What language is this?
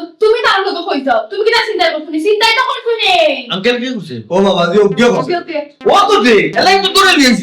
Sylheti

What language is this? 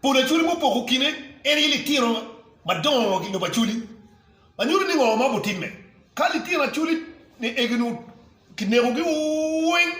Acoli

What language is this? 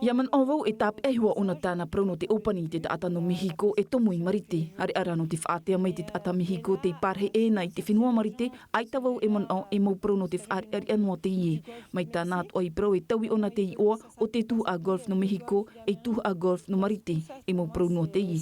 Tahitian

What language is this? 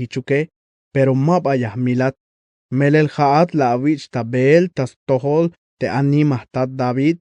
Tzeltal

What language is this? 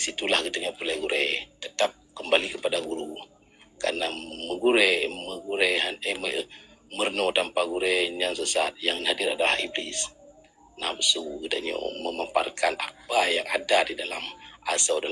Achinese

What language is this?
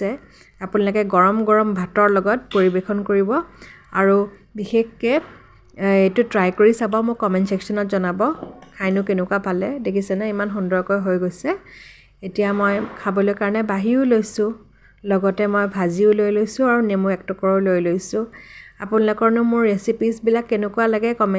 Assamese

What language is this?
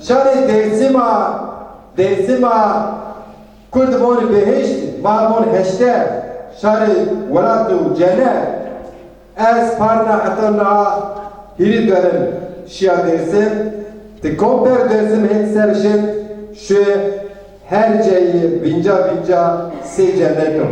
Zaza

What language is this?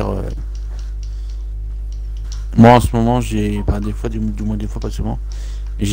French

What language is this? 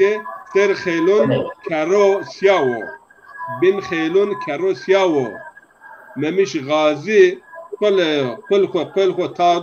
Zaza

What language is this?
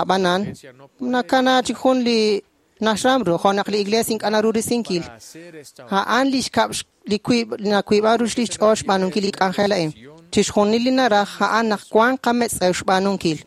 Kekchí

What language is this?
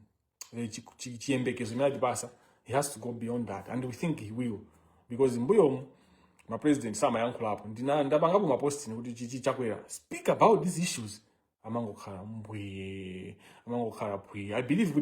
Nyanja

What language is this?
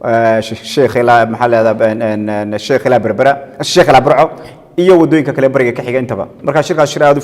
Somali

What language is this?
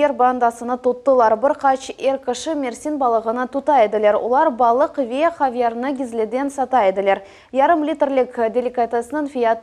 Crimean Tatar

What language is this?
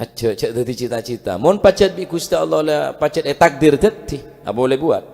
Madurese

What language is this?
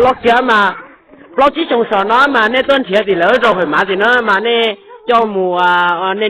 Hmong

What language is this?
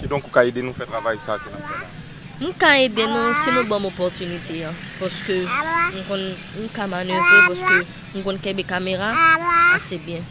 Haitian Creole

